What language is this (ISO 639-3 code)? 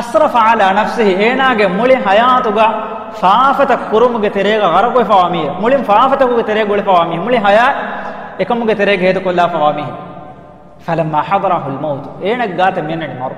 div